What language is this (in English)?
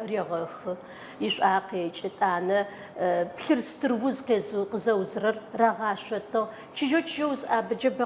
Adyghe